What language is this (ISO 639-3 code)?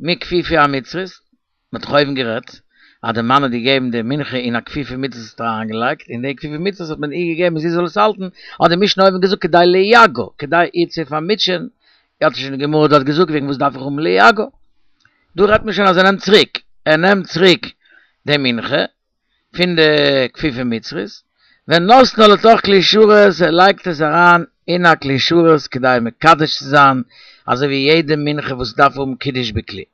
yid